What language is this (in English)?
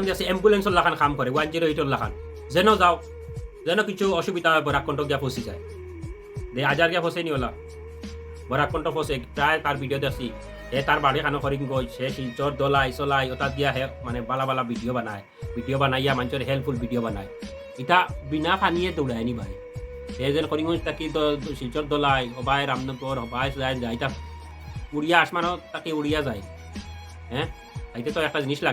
Sylheti